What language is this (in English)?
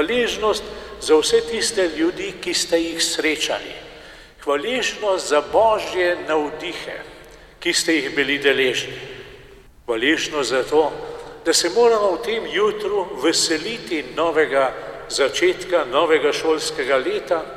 Slovenian